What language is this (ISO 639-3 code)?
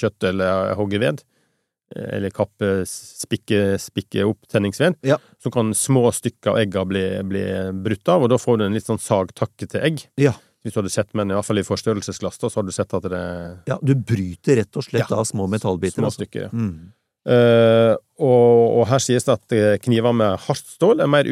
nor